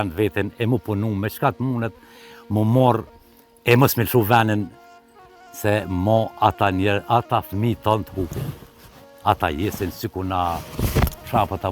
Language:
Albanian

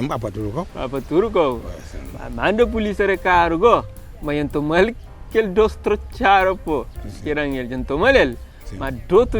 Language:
Kabuverdianu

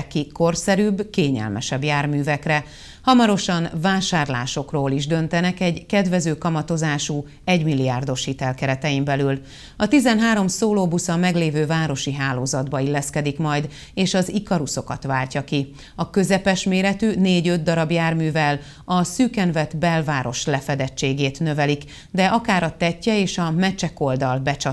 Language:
Hungarian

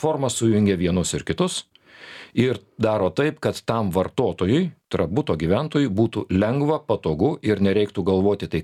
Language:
Lithuanian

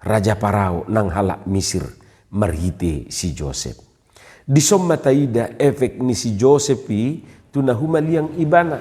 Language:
Batak Toba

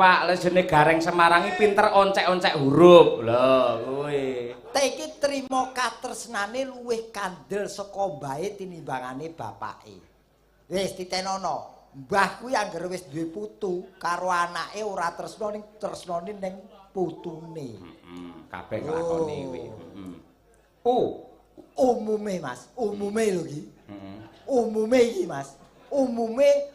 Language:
Javanese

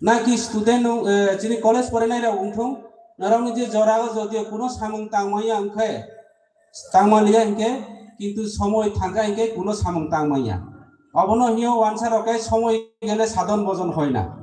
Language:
Kok Borok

